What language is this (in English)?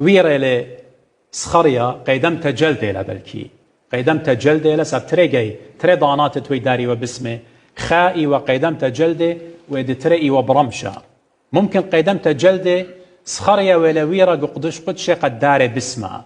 Assyrian Neo-Aramaic